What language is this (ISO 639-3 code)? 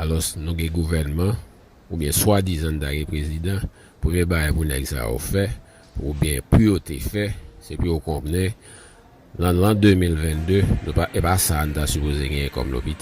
hat